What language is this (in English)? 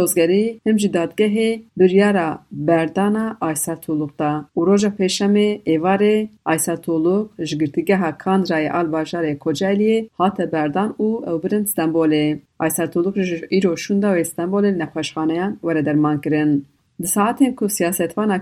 Kurdish